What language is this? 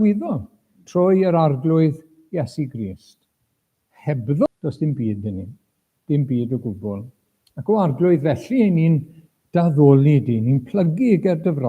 Welsh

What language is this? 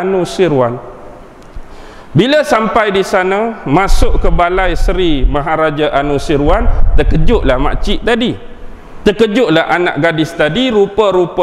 Malay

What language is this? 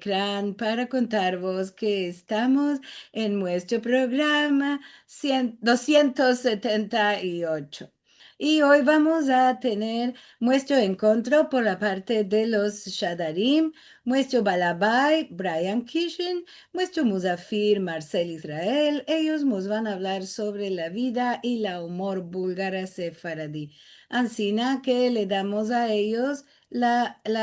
Ladino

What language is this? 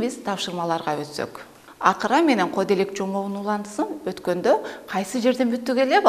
Kyrgyz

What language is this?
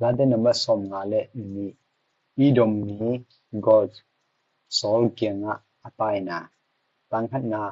Tedim Chin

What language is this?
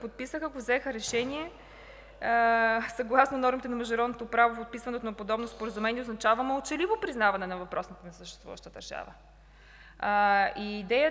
Bulgarian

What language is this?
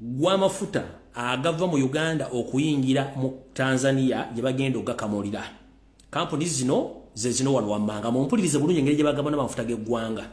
Ganda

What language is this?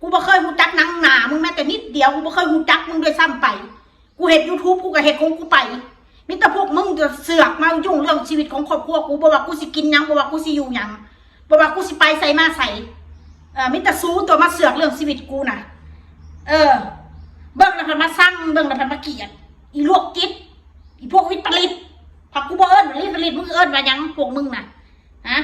Northeastern Thai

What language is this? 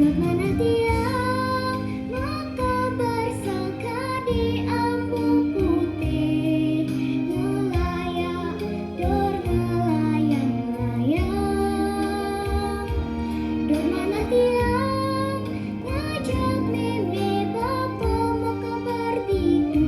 Balinese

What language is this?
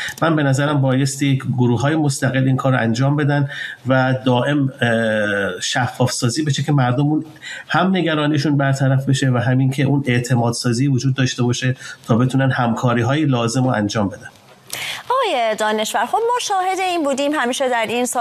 Persian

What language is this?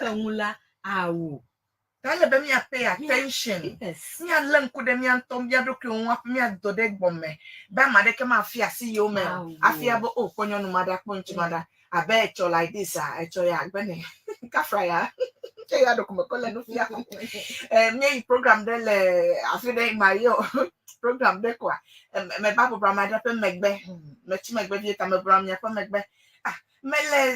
Ewe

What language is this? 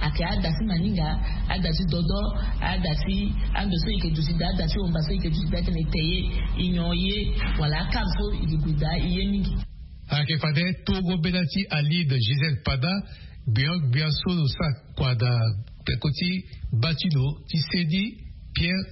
Sango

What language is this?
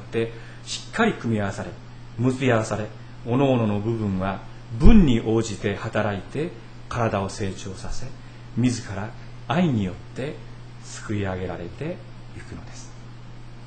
Japanese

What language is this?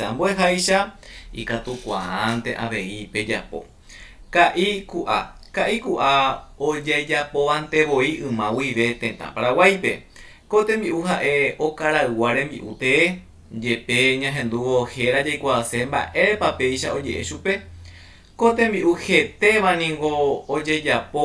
Guarani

